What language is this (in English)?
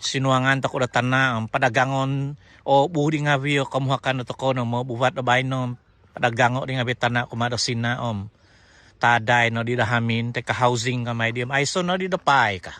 Central Dusun